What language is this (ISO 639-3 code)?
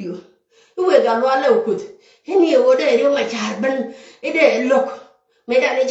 nus